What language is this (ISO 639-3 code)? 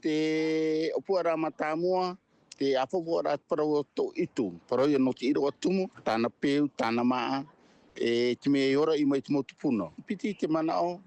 tah